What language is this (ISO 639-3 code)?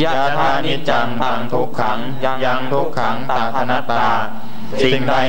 tha